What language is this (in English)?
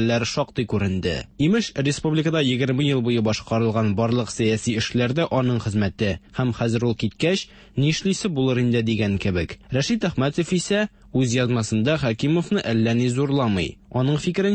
Tatar